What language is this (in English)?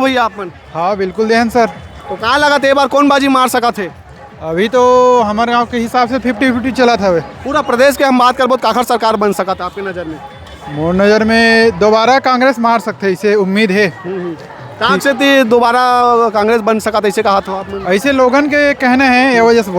Chhattisgarhi